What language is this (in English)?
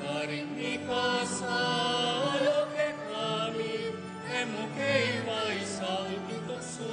Pampanga